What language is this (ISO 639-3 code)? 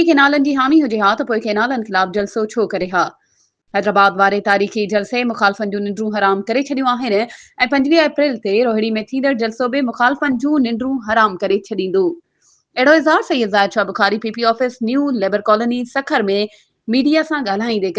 snd